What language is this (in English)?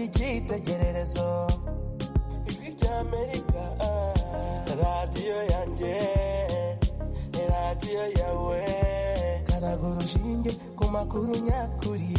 Kinyarwanda